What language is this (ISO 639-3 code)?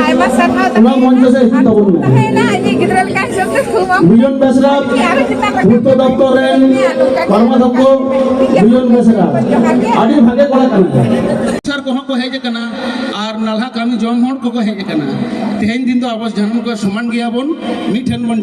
sat